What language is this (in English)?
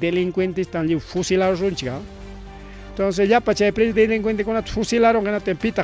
Ayacucho Quechua